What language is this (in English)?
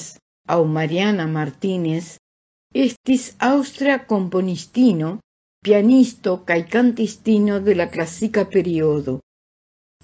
Esperanto